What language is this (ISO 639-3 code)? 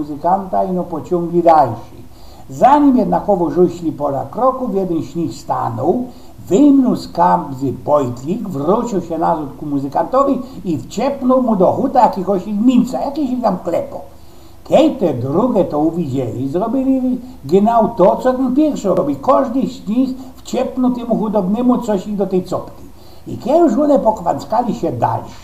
szl